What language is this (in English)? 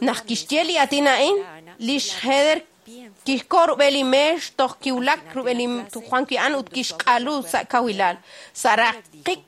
Kekchí